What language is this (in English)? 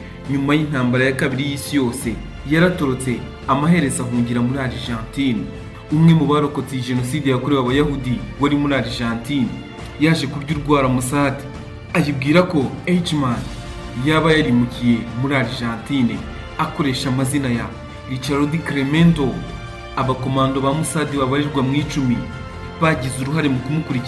Kinyarwanda